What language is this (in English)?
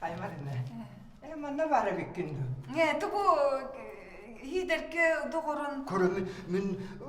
Yakut